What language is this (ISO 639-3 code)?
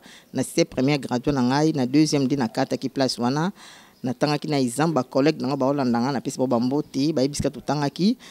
lin